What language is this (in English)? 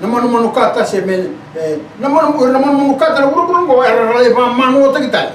Fijian